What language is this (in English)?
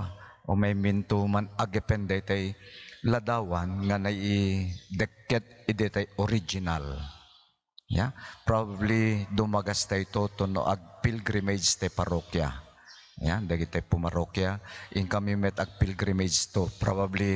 Iloko